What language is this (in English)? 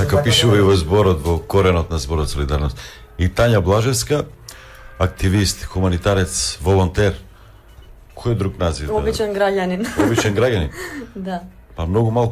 Macedonian